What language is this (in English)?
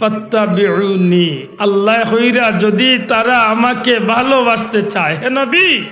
Sylheti